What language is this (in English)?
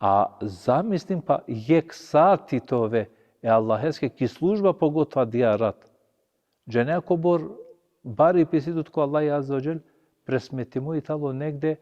Balkan Romani